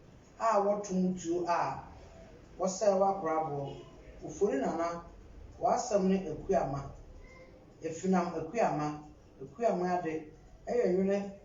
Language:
Akan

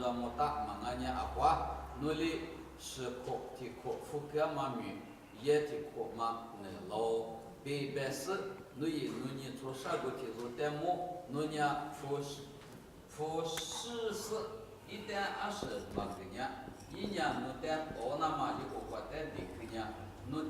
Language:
Lisu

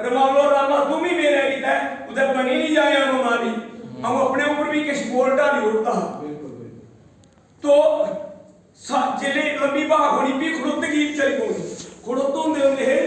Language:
Dogri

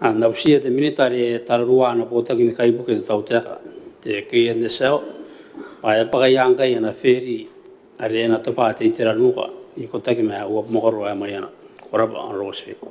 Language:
Gilbertese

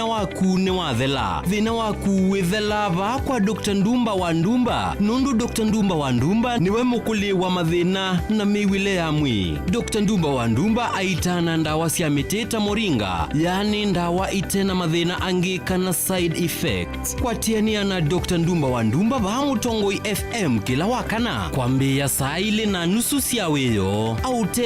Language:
Kamba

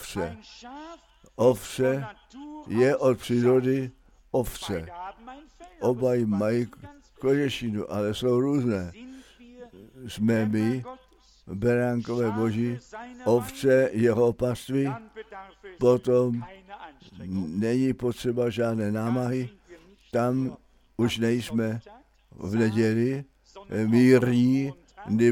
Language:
Czech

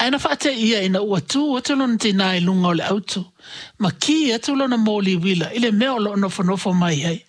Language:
Samoan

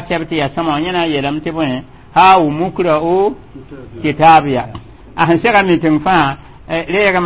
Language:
Mossi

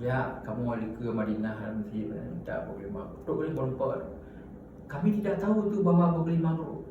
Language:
Achinese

